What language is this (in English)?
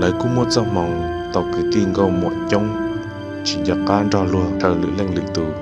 Hmong